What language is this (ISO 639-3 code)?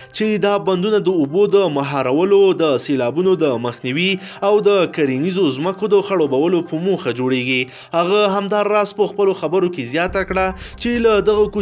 pus